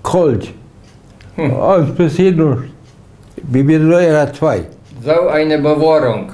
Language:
Plautdietsch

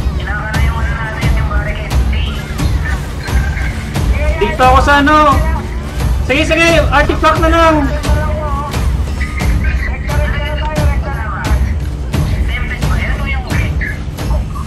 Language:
Filipino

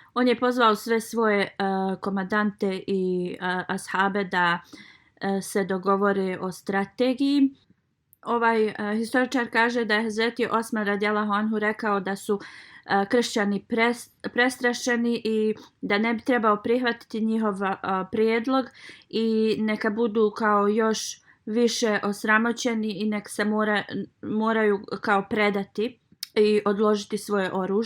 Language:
Bosnian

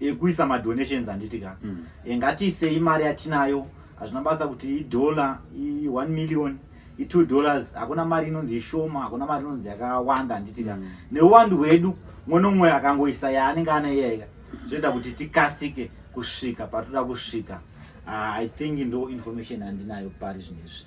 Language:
Shona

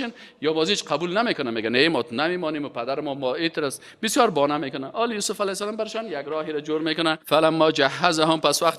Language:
Persian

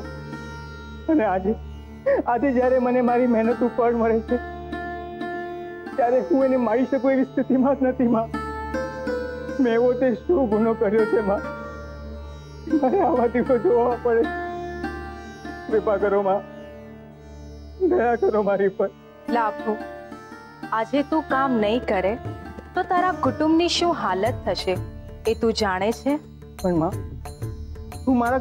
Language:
Gujarati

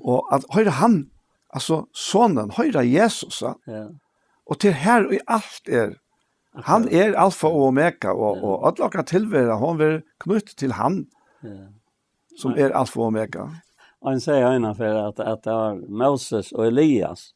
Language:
Faroese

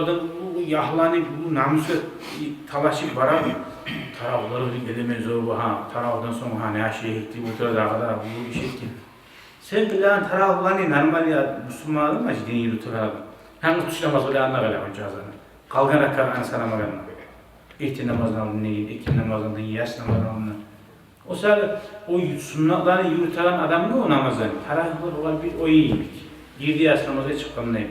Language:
Kumyk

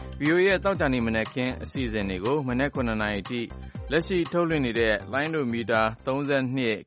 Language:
Burmese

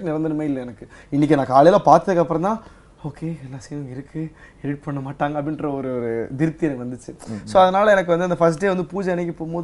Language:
Tamil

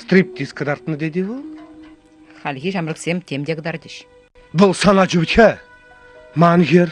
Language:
Chuvash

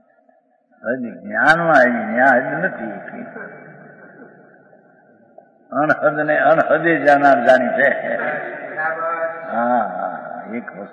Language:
Gujarati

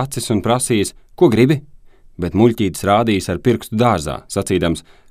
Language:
Latvian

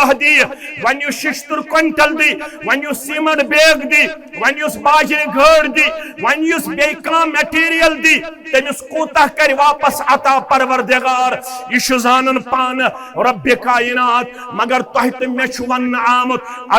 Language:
Kashmiri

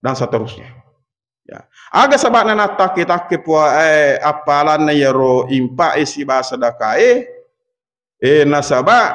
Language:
Buginese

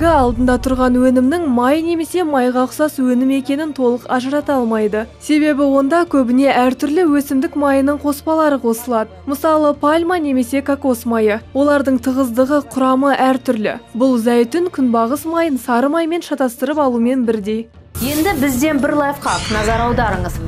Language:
Kazakh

